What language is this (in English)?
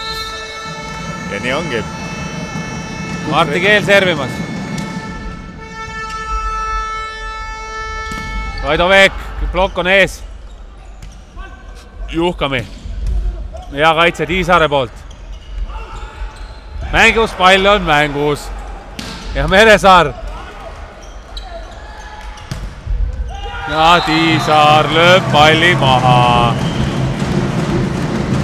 Estonian